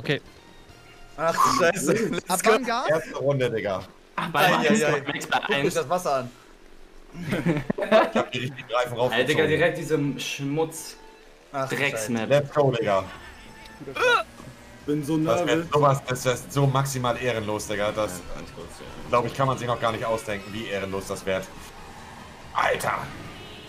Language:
German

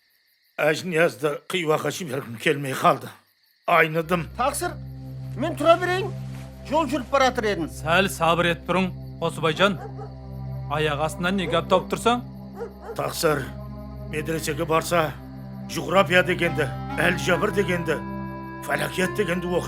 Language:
Kara-Kalpak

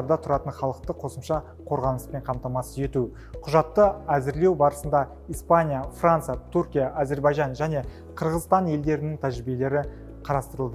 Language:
Kazakh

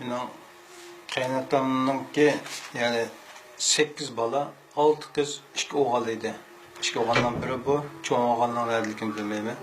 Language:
Uyghur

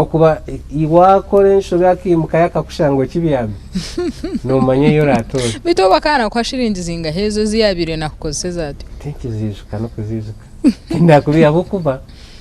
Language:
Nyankole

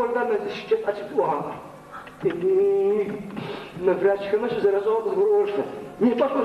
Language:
Adyghe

